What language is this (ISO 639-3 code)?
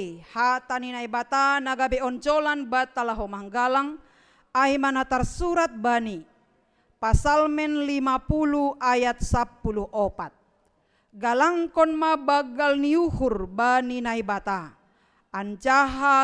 bts